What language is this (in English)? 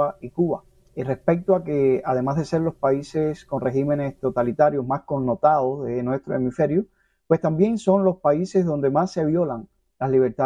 Spanish